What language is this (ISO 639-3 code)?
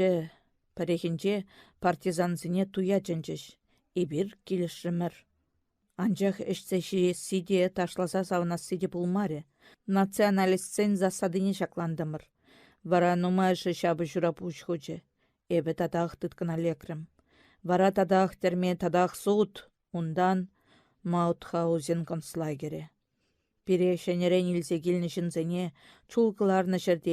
chv